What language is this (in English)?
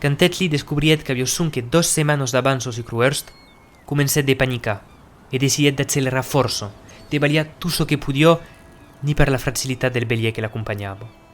Occitan